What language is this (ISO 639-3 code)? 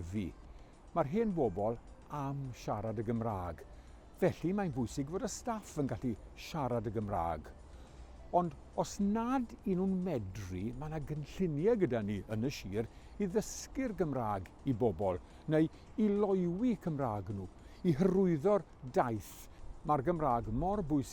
cym